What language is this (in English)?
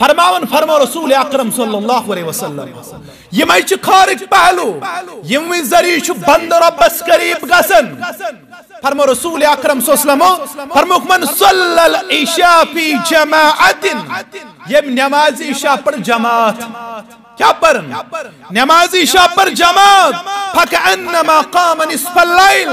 Kashmiri